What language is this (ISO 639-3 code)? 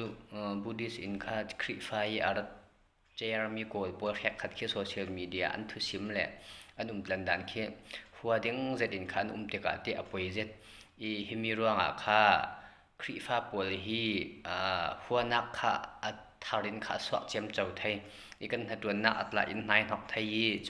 cfm